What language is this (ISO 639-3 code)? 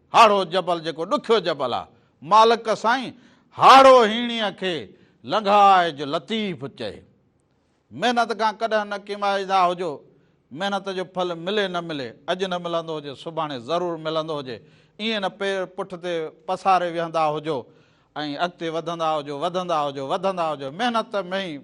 snd